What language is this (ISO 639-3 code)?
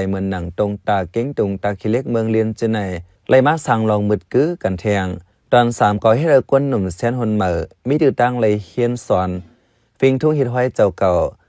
shn